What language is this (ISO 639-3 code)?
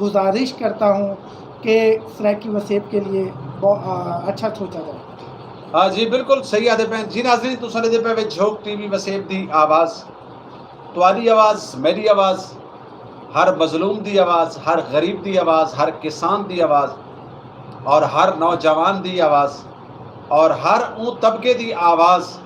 skr